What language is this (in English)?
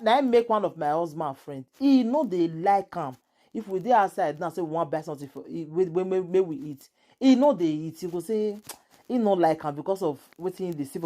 Nigerian Pidgin